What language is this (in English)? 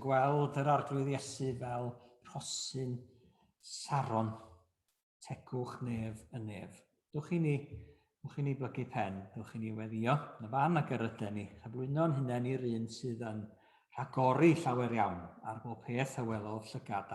Welsh